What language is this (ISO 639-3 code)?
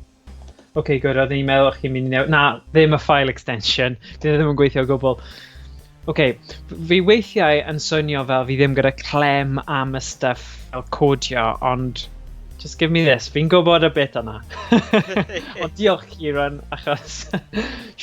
cym